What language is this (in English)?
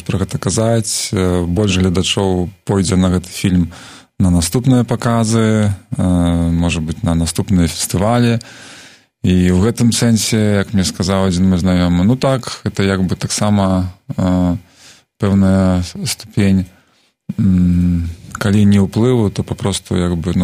Belarusian